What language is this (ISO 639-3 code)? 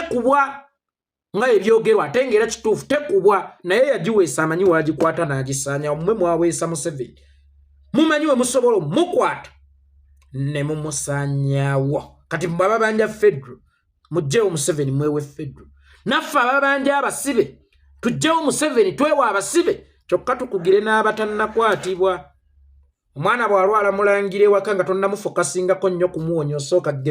lug